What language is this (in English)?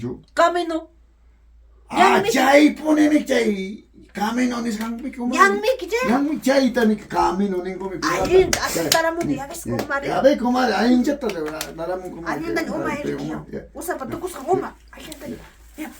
Ayacucho Quechua